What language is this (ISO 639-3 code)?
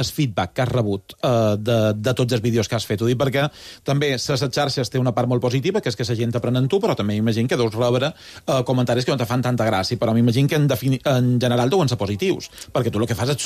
cat